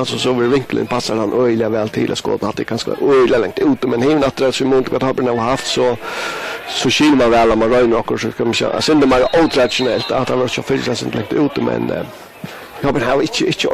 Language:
Faroese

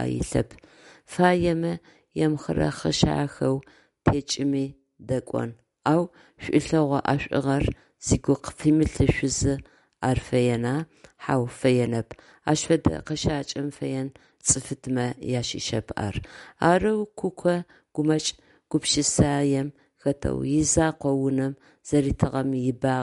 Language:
Adyghe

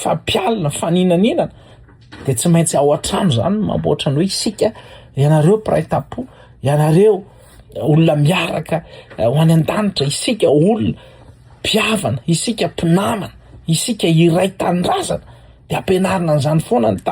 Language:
Malagasy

